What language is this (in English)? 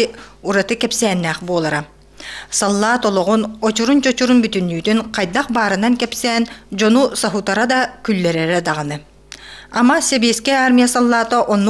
Yakut